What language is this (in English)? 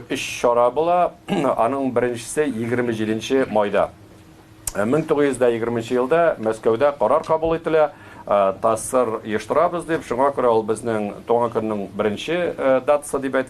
Tatar